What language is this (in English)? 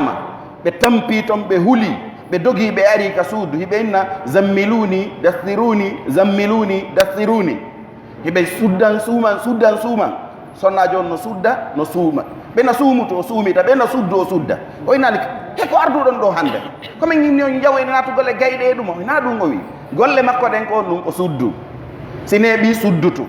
Pular